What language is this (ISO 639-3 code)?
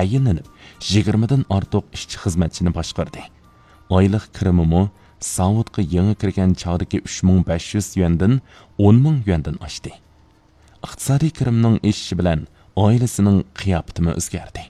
uig